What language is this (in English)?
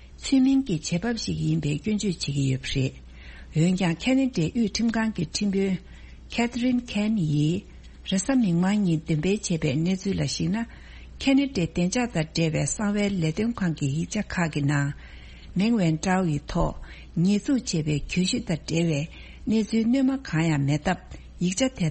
Tibetan